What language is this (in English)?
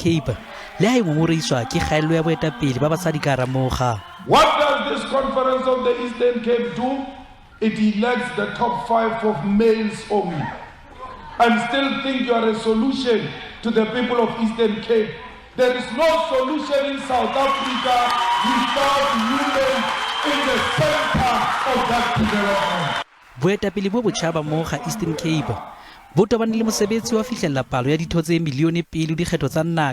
Southern Sotho